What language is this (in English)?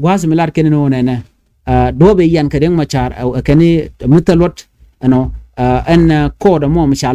Nuer